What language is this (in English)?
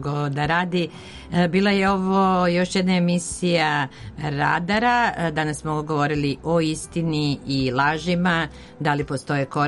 Serbian